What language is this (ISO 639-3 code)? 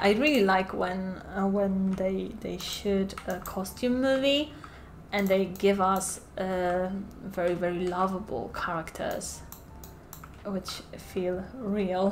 eng